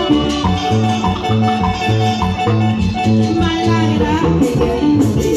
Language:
Spanish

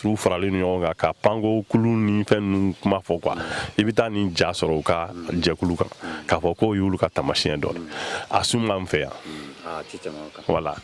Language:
Bambara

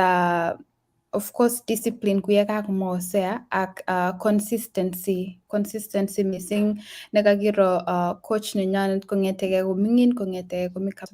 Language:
Kalenjin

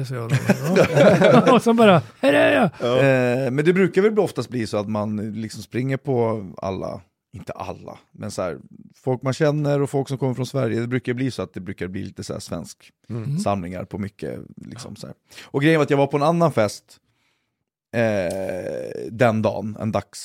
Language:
Swedish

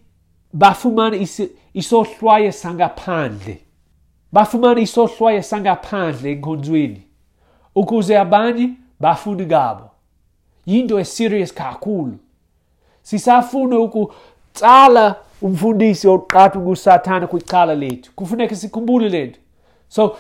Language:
Xhosa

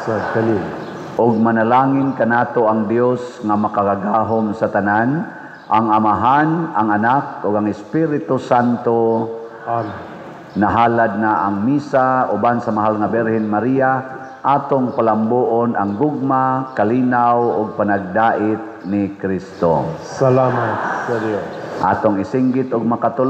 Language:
Cebuano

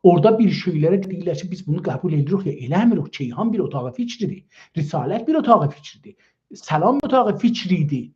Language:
South Azerbaijani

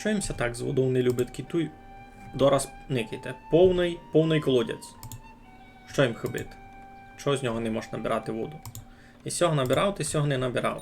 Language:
Rusyn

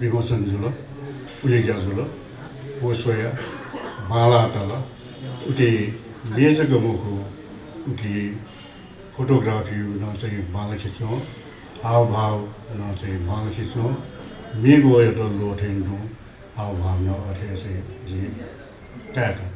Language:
Newari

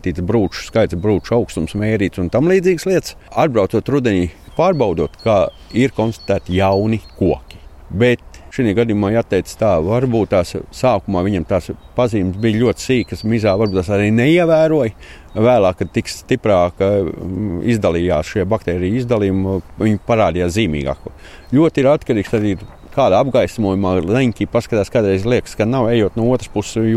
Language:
Latvian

